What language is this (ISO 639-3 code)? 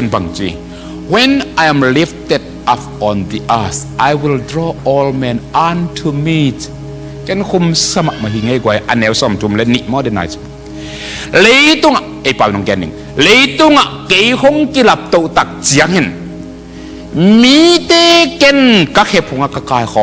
ctd